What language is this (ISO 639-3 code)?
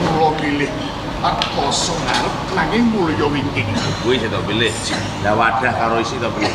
jav